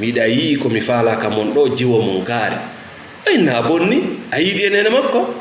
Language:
Fula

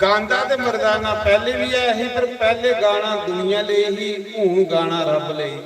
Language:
Dogri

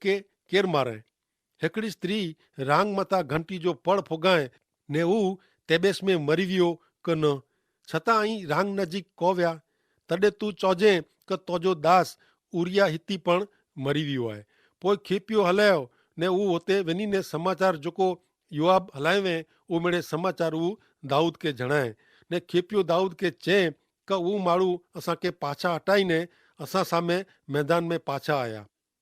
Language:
Kachhi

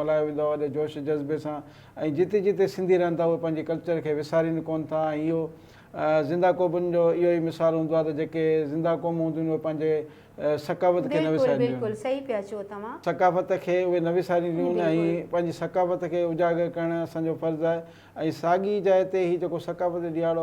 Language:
Sindhi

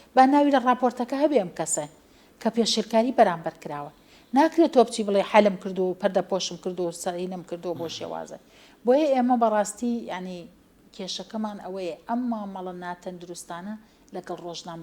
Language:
Central Kurdish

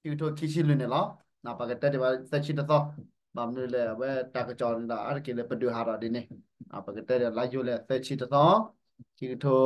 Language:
S'gaw Karen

